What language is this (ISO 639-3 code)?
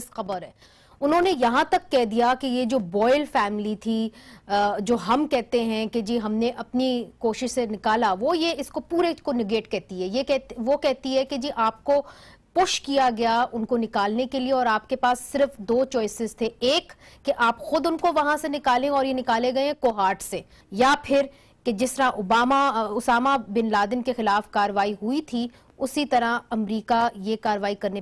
urd